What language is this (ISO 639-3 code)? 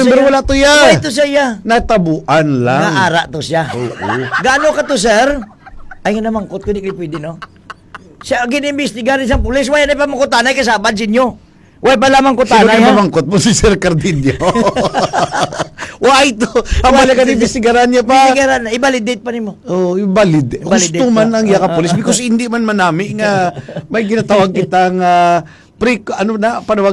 hil